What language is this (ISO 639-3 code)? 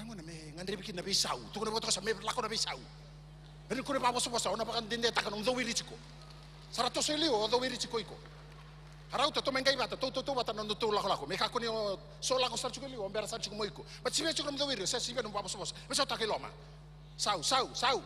fij